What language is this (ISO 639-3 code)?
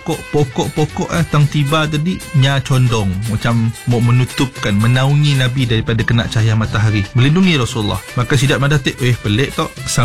msa